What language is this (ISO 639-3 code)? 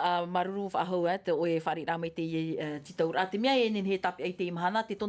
tah